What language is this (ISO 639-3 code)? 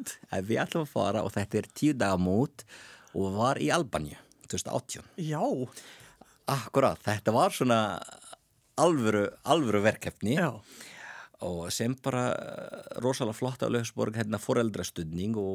isl